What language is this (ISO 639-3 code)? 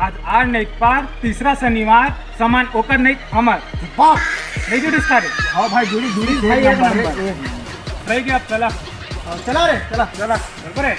hne